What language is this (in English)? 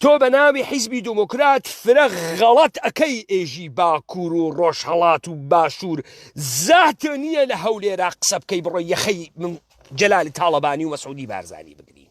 Central Kurdish